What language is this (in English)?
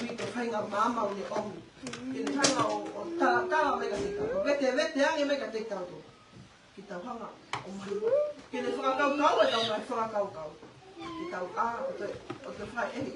Tongan